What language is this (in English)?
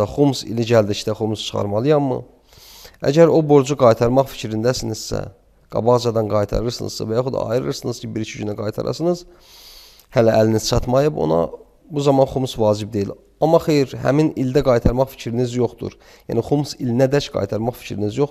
Azerbaijani